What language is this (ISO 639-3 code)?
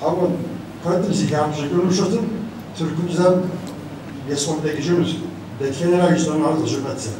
kbd